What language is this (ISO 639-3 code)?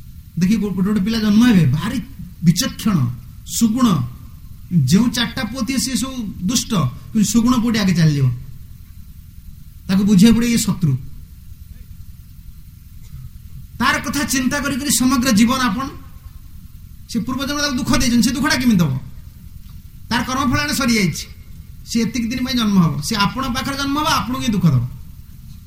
ori